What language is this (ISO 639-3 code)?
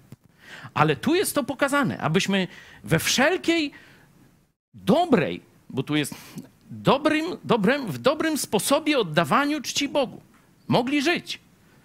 pol